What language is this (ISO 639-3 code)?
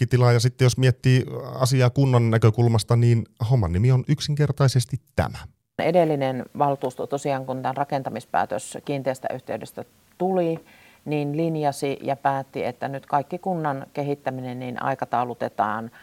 fin